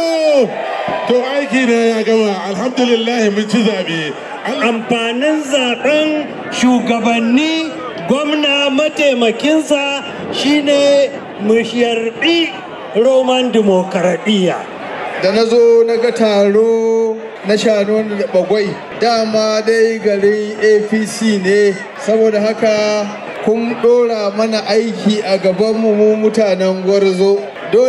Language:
Hausa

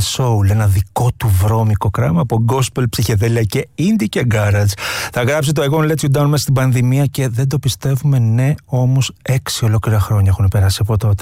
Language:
Greek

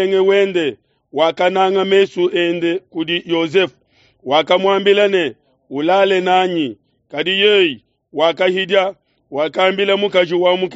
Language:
Luba-Lulua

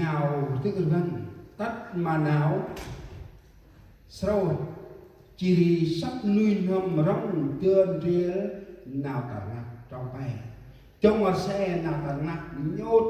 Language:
Central Mnong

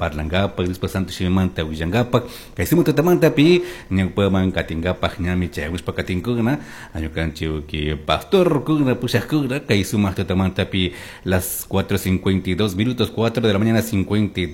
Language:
Chimborazo Highland Quichua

